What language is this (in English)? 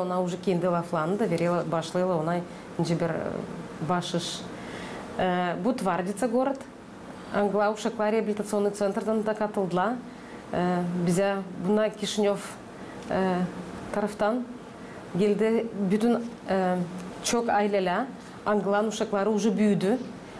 Gagauz